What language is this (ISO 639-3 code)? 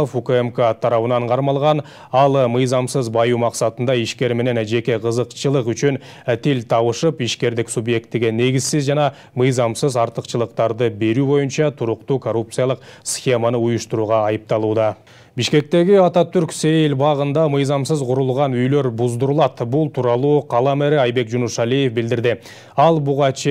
kir